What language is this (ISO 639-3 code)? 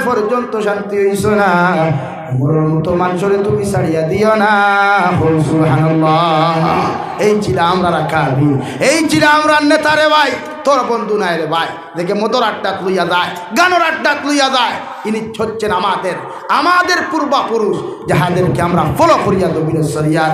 syl